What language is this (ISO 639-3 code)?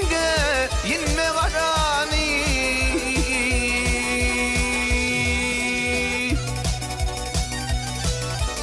tur